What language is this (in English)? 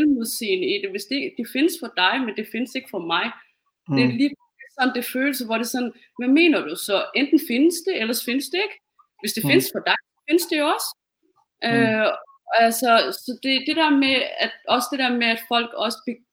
Danish